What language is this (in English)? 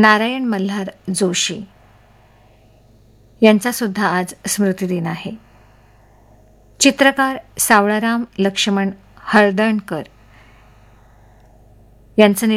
Marathi